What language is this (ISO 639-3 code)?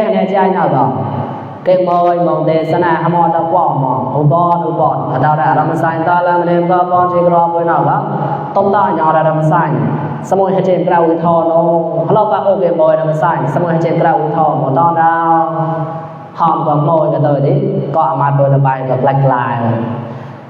mnw